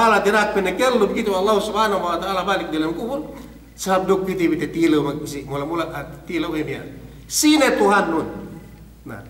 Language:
Yakan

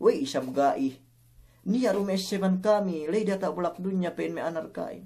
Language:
Yakan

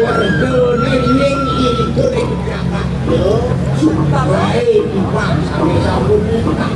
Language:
Balinese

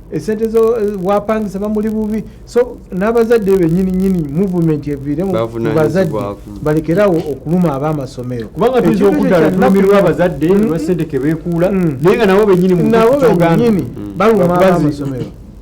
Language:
Ganda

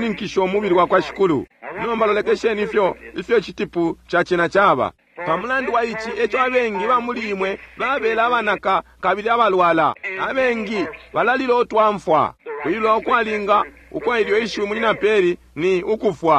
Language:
Bemba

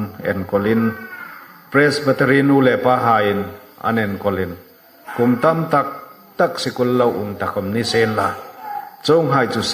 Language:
Hmar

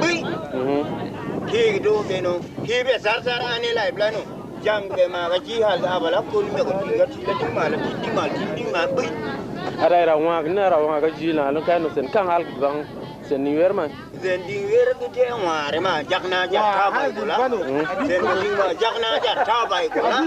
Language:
Tupuri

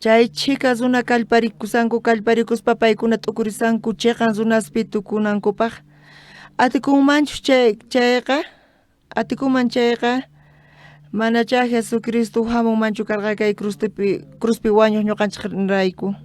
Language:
South Bolivian Quechua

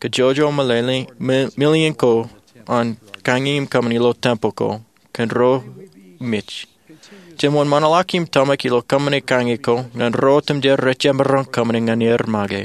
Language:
Marshallese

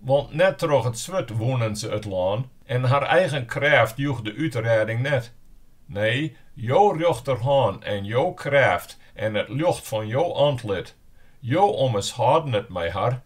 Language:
Western Frisian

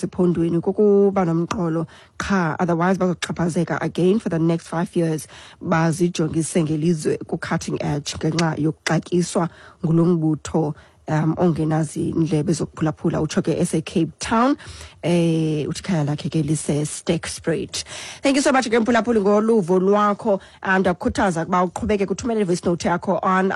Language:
Xhosa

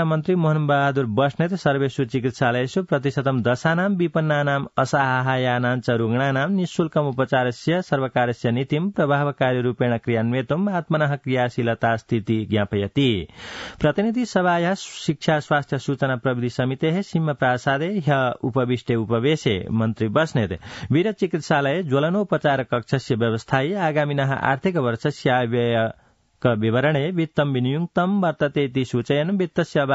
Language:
Sanskrit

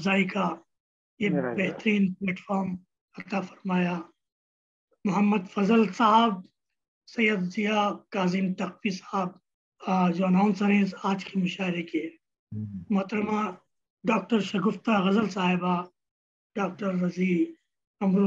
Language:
Urdu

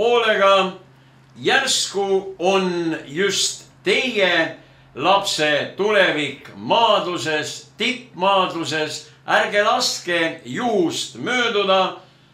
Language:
Estonian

